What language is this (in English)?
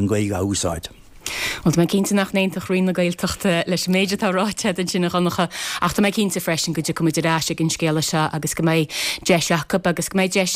Irish